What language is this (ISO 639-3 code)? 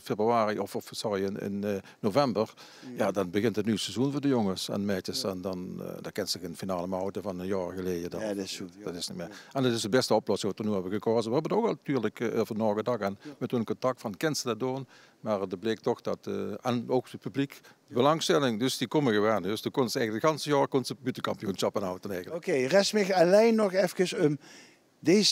lim